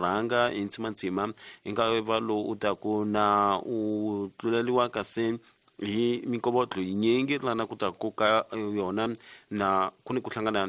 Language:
Tsonga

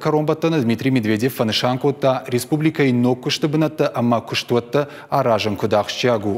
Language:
Ossetic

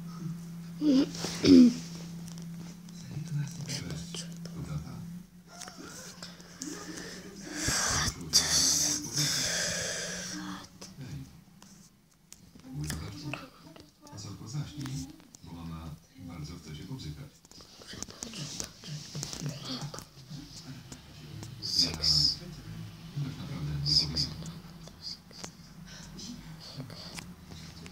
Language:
Polish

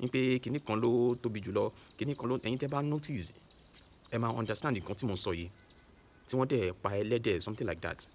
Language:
Yoruba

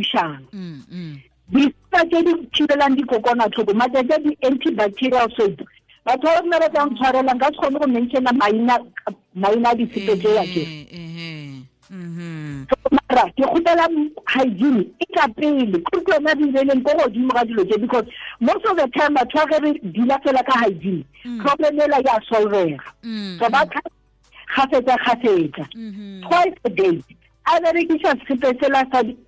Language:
Tswana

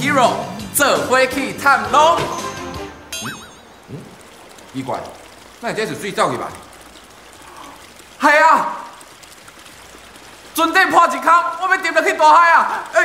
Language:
Min Nan Chinese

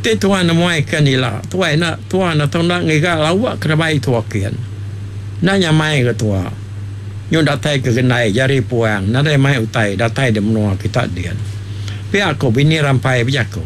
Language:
Iban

